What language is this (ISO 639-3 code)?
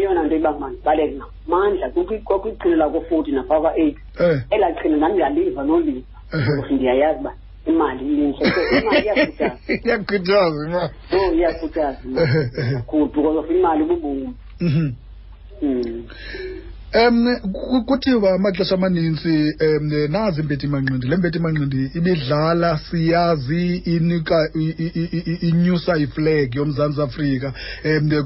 xho